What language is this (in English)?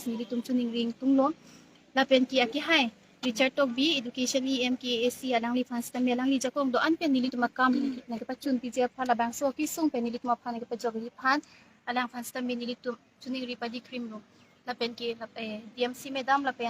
Karbi